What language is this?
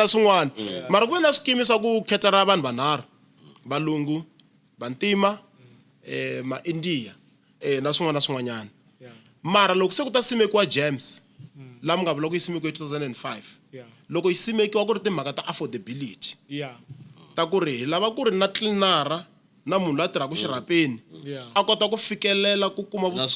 Tsonga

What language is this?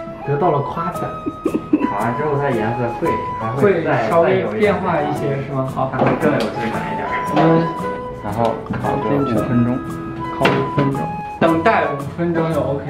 Chinese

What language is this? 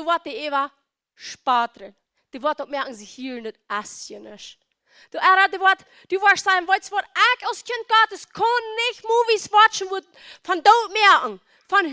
Plautdietsch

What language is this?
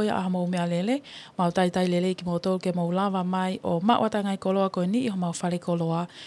Tongan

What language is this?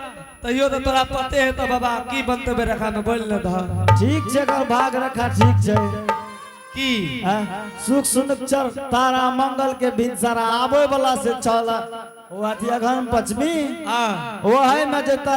Angika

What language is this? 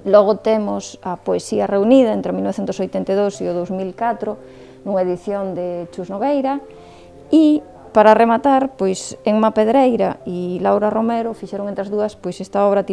Galician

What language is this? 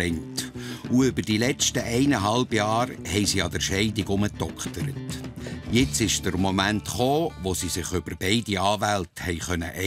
Swiss German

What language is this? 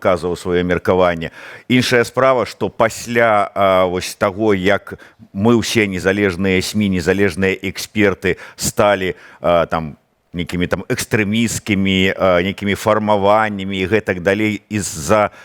Belarusian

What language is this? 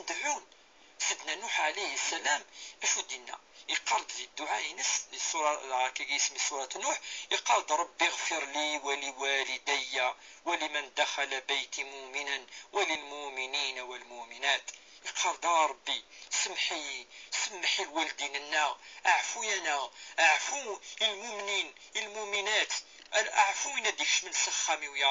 Kabyle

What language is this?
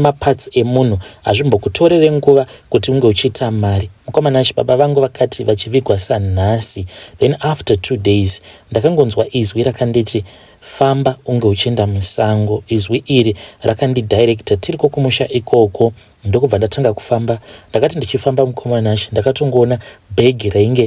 Shona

